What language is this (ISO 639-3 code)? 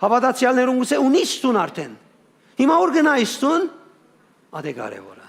hyw